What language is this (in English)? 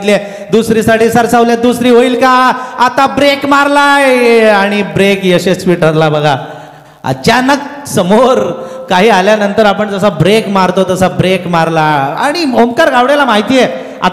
Marathi